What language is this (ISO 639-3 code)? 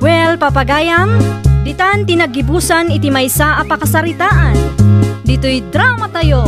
ilo